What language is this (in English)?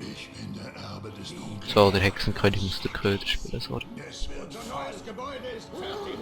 Swiss German